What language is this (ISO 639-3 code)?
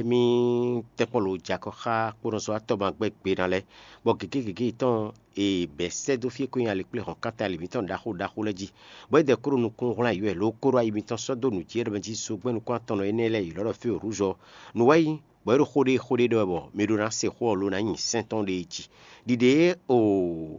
fon